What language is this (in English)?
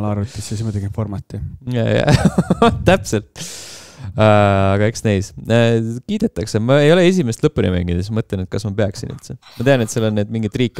Estonian